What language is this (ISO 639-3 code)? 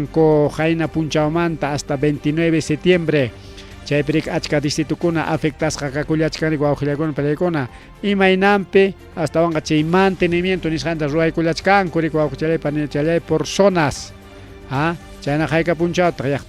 quy